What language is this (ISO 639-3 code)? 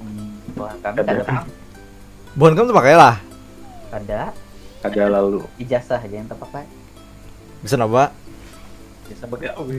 bjn